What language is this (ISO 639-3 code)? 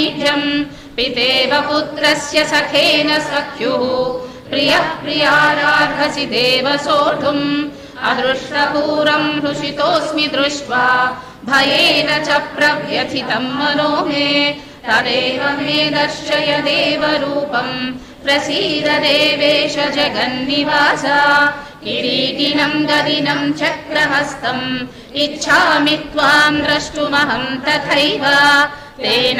san